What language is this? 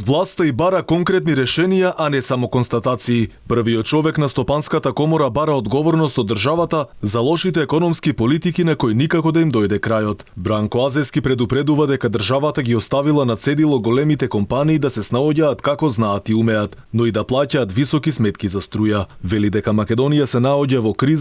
Macedonian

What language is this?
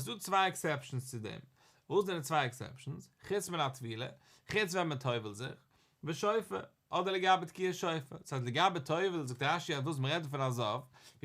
Yiddish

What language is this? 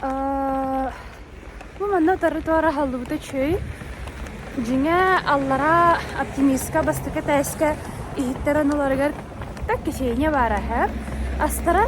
Yakut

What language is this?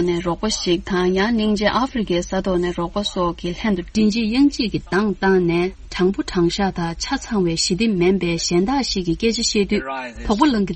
Tibetan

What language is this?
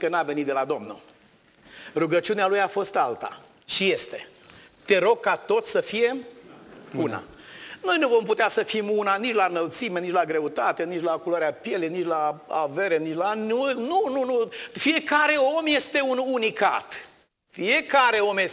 Romanian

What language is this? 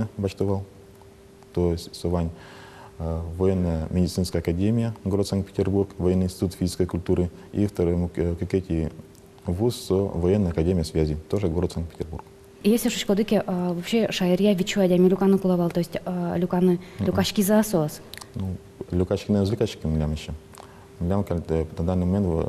Udmurt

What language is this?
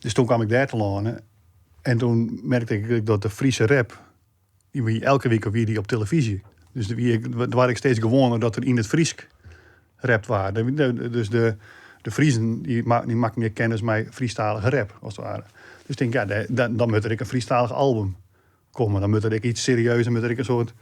Western Frisian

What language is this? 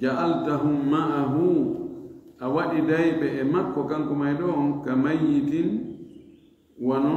Fula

